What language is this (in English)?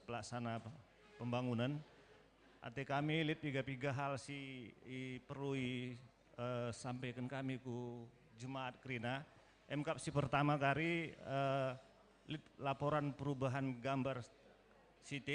Batak Karo